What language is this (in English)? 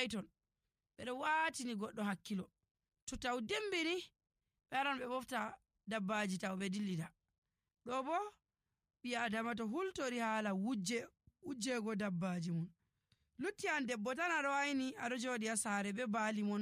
Nigerian Fulfulde